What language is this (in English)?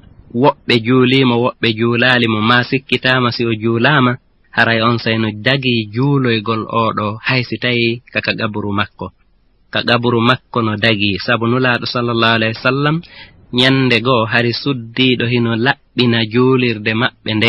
Fula